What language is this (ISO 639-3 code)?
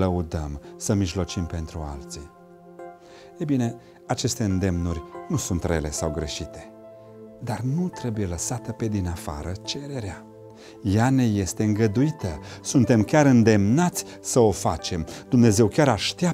ron